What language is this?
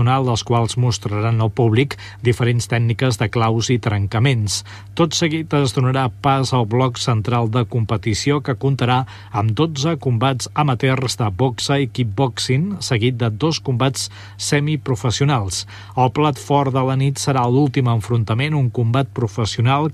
Catalan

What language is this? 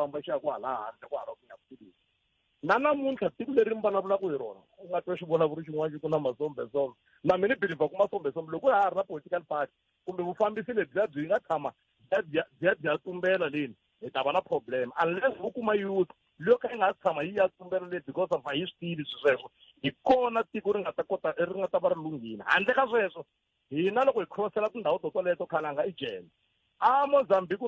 Tsonga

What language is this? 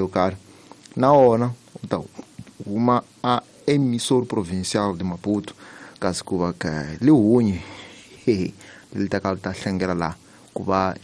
Tsonga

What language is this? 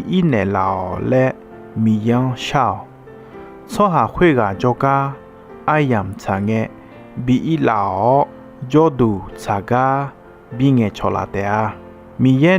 Akha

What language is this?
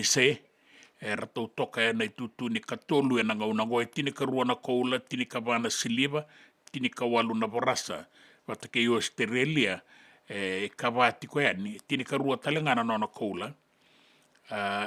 Fijian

